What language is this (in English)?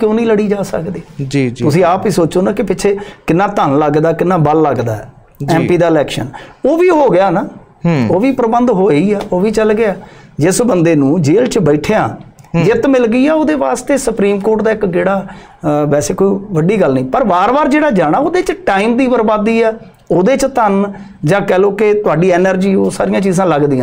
Punjabi